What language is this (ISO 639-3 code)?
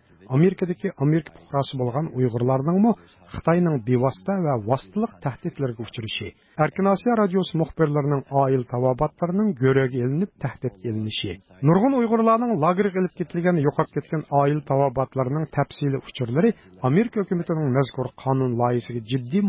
uig